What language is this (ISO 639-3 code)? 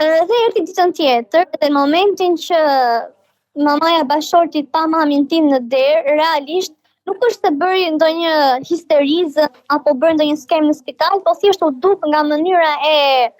sqi